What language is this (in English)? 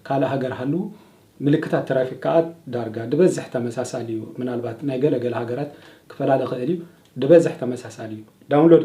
Tigrinya